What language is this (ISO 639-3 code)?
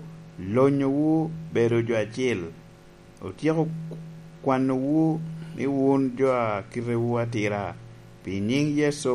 laj